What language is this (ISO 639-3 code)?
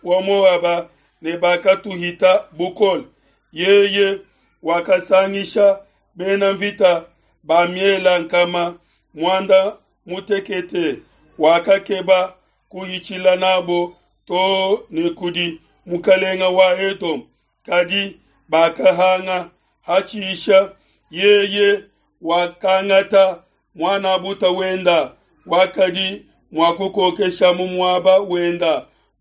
lua